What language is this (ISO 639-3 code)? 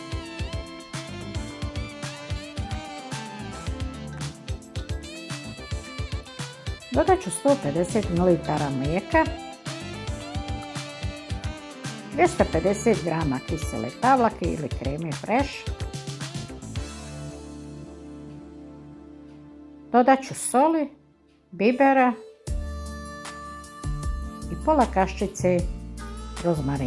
hrv